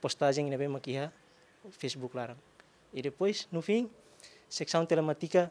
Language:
Tetum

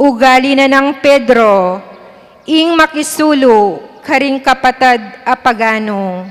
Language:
Pampanga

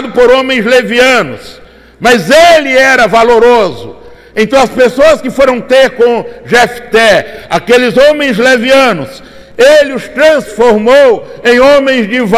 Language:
Portuguese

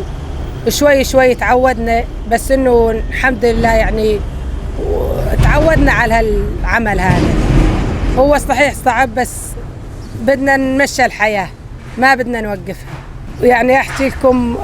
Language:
North Levantine Arabic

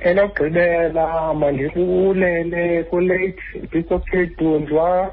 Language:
Xhosa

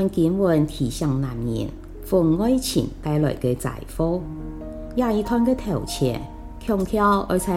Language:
Hakka Chinese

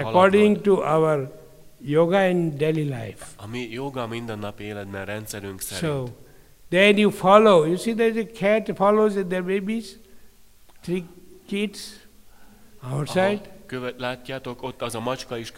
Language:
Hungarian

